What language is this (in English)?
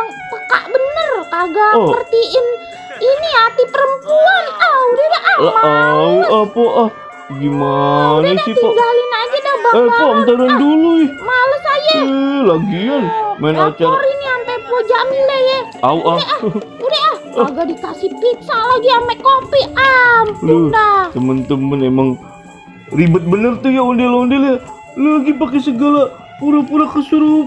Betawi